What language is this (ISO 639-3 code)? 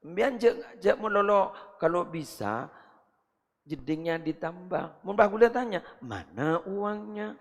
mad